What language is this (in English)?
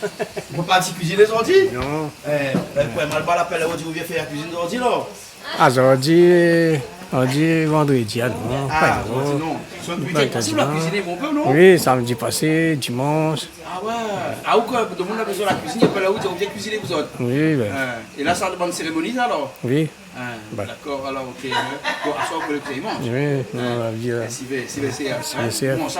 Réunion Creole French